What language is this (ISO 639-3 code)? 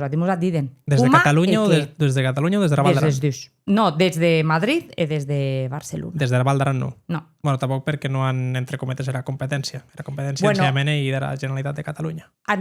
oci